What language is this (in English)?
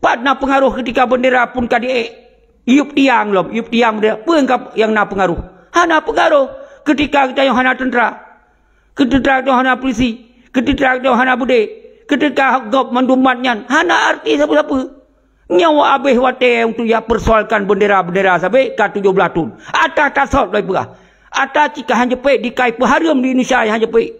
Achinese